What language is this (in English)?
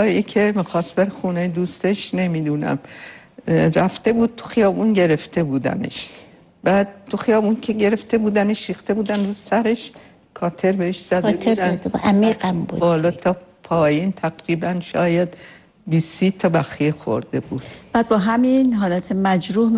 Persian